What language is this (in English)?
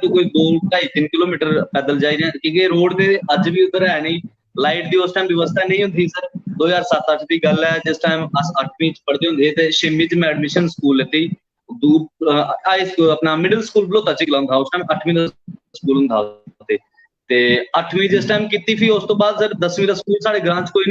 Dogri